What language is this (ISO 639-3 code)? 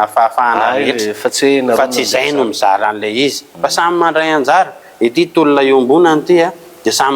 mlg